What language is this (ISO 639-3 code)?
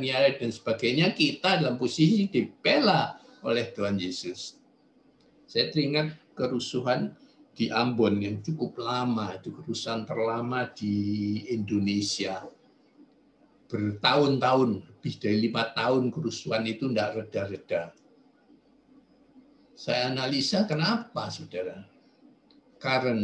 ind